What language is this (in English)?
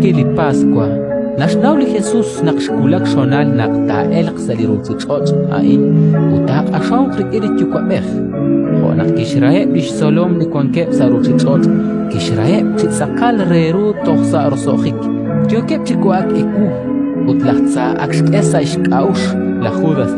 Kekchí